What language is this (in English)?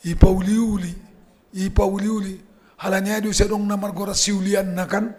Batak Simalungun